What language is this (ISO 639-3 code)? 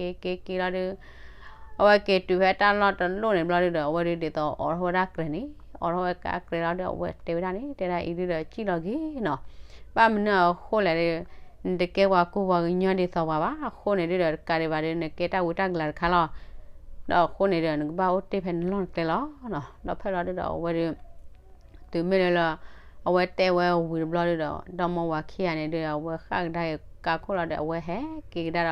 ksw